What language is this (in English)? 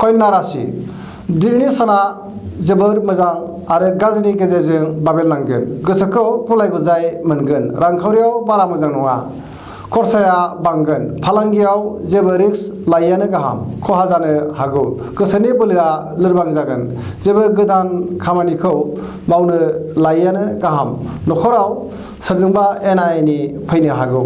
Bodo